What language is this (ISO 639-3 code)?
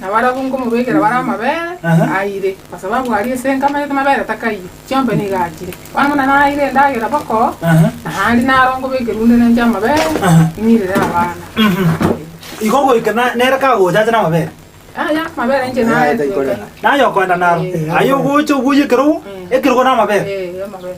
guz